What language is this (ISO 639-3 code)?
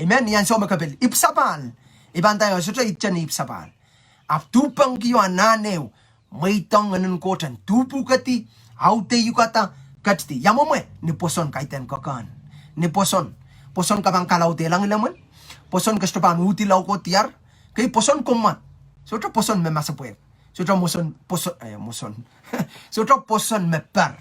pon